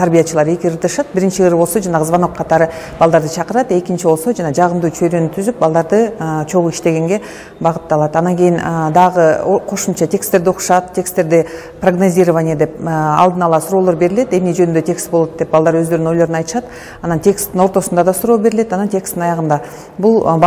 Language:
Kyrgyz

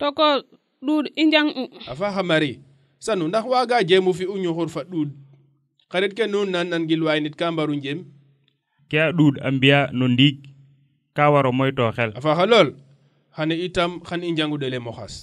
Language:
Serer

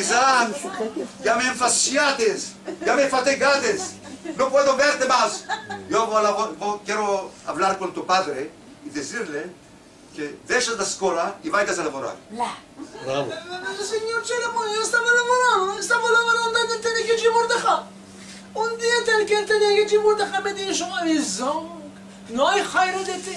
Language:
Ladino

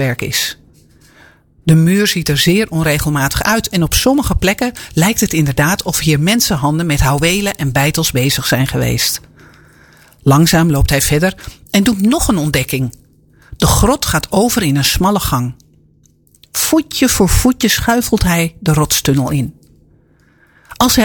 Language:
Dutch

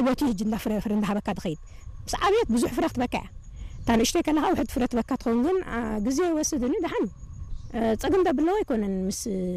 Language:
Tigrinya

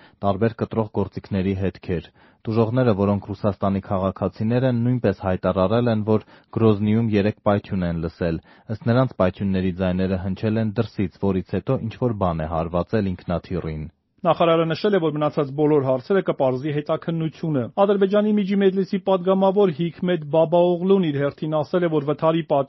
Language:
Armenian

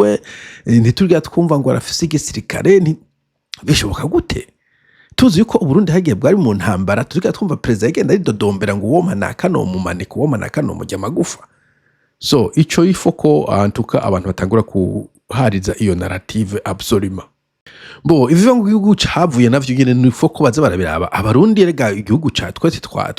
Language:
Rundi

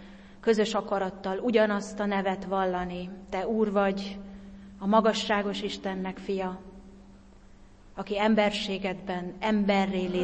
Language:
Hungarian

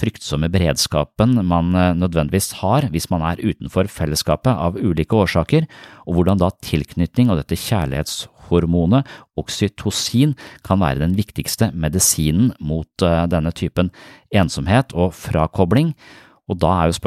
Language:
Norwegian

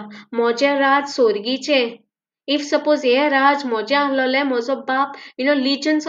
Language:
Konkani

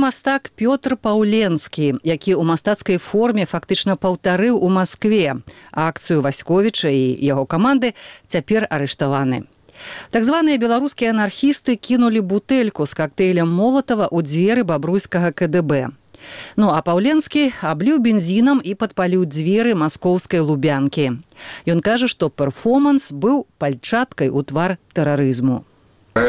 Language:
Belarusian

